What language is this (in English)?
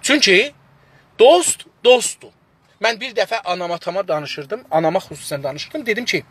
South Azerbaijani